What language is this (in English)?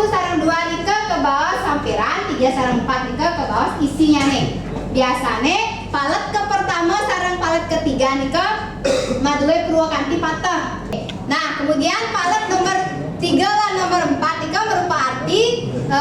Balinese